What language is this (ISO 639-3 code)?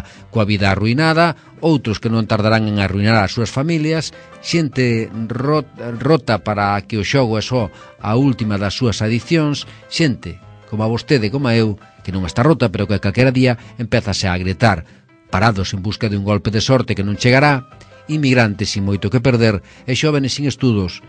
glg